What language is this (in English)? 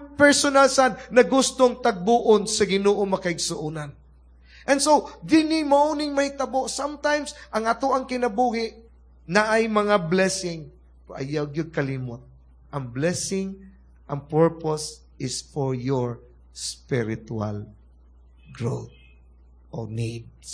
Cebuano